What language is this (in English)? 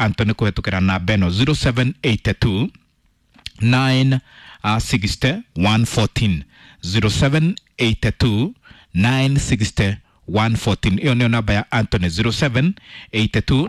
Kikuyu